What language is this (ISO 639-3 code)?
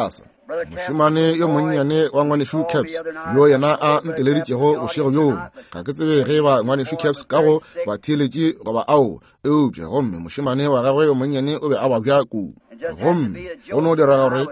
nso